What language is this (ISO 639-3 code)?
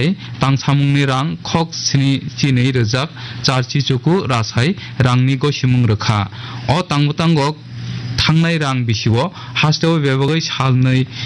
trp